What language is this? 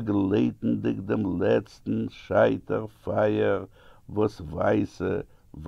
Yiddish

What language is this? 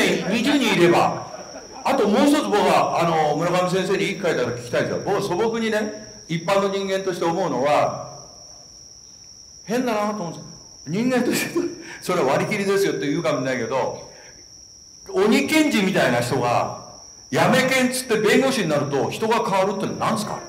Japanese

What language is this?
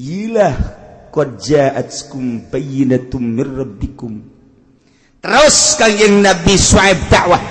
Sundanese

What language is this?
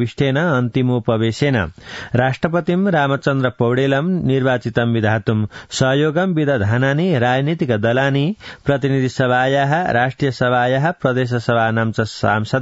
Sanskrit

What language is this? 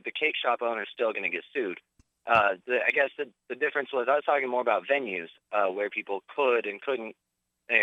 English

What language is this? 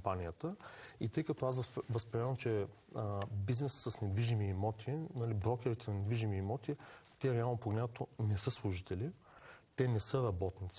Bulgarian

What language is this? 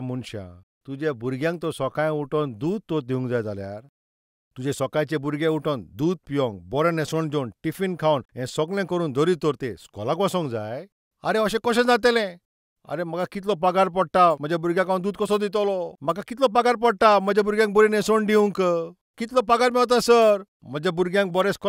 Konkani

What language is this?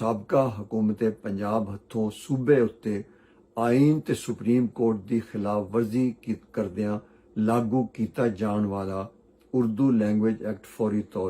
Western Panjabi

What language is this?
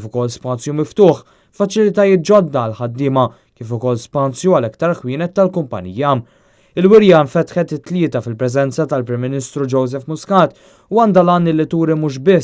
Maltese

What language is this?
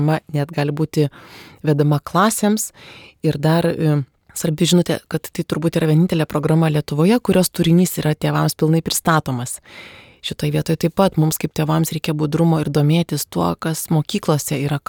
Lithuanian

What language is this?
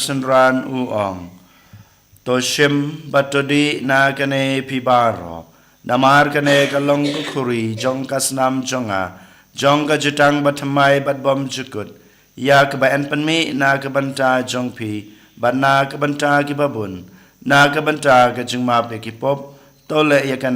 Khasi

